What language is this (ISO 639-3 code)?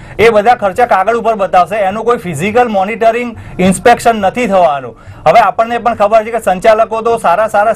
guj